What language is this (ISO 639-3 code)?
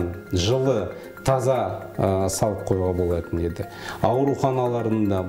kaz